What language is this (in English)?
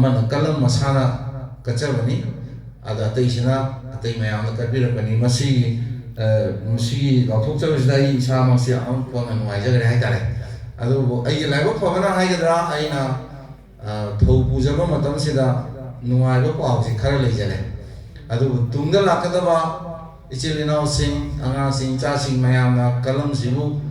Manipuri